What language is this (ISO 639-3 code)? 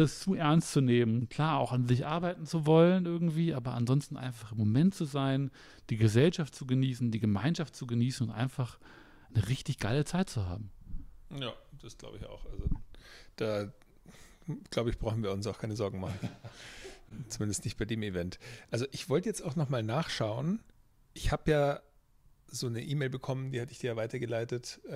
deu